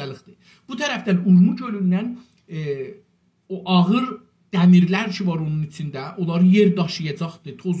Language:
South Azerbaijani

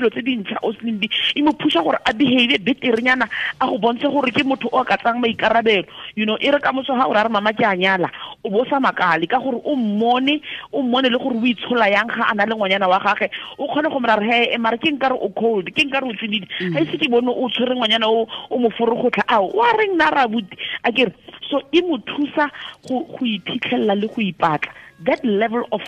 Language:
Tswana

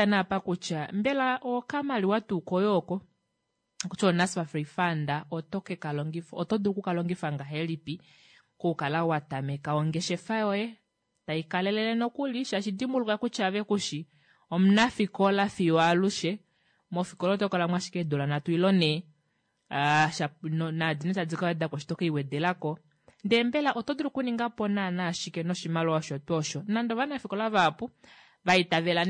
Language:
Kuanyama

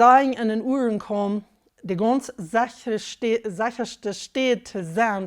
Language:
Plautdietsch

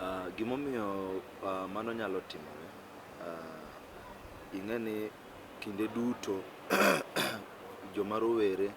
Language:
Luo (Kenya and Tanzania)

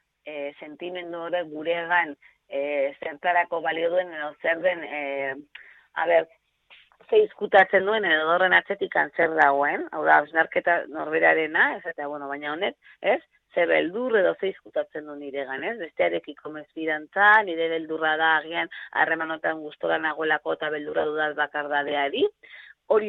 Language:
Basque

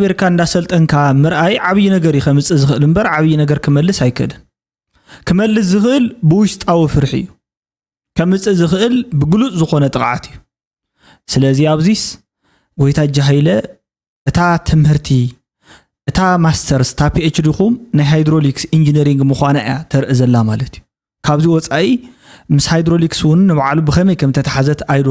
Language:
Tigrinya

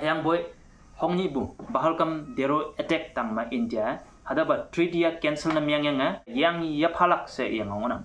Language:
Konyak Naga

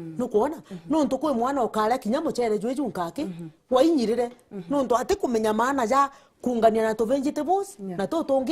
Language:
Meru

